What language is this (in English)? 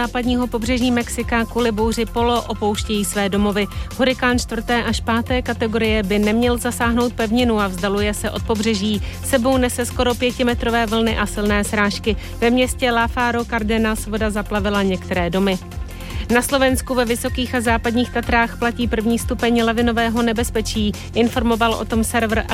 Czech